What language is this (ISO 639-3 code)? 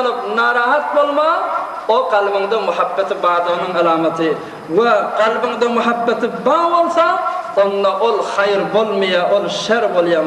tuk